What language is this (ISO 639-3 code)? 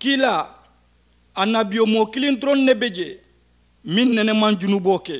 man